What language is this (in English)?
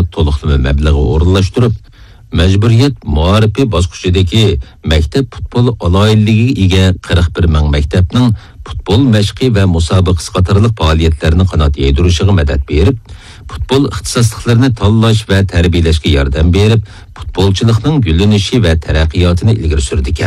Uyghur